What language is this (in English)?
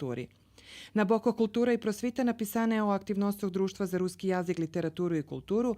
Rusyn